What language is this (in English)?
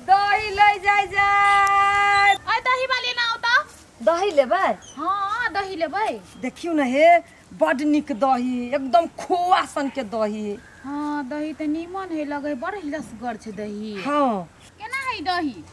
Maithili